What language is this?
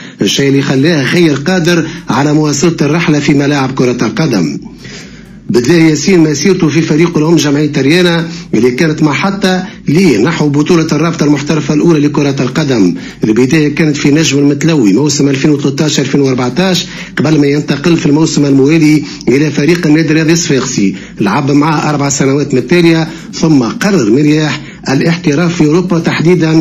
Tunisian Arabic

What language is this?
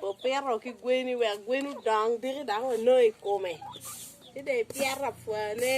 Acoli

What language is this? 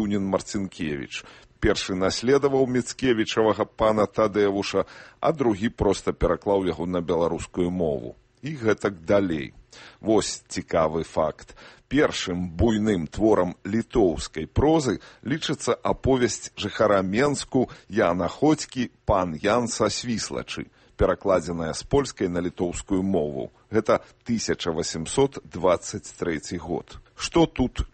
Belarusian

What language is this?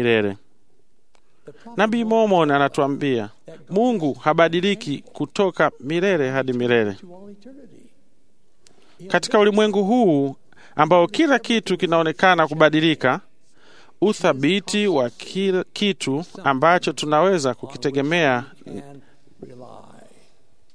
Swahili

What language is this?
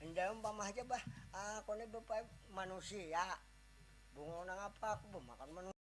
Banjar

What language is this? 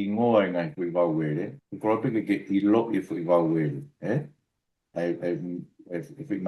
Tongan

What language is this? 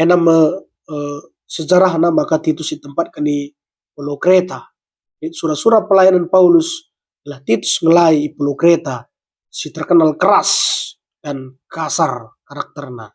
Batak Karo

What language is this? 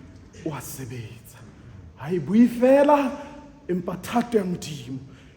Southern Sotho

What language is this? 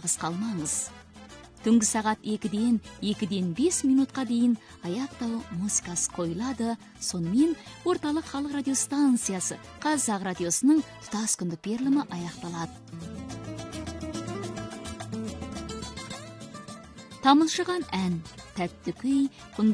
Kazakh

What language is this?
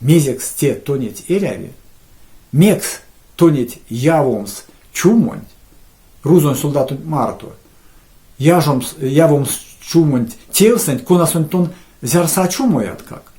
Erzya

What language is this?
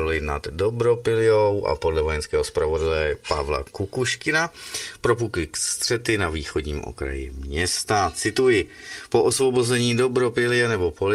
Czech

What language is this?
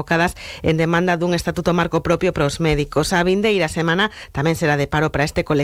Galician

